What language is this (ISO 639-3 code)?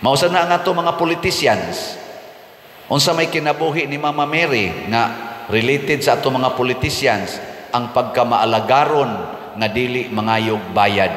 ceb